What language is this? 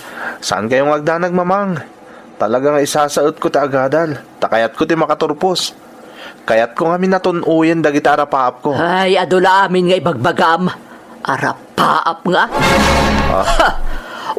Iloko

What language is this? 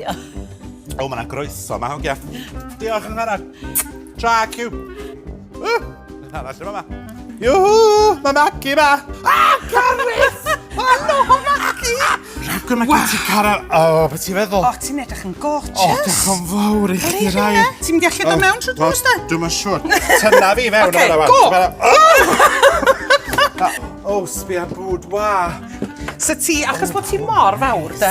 Welsh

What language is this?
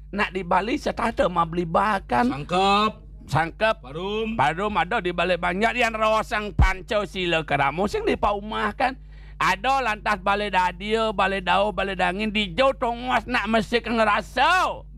Balinese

